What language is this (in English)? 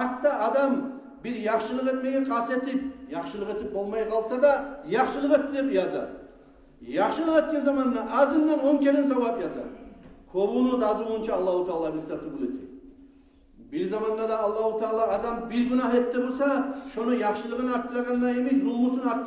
Kumyk